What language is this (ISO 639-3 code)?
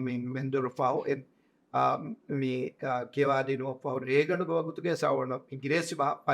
div